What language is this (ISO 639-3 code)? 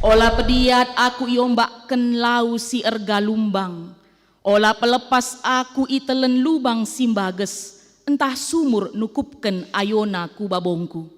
btx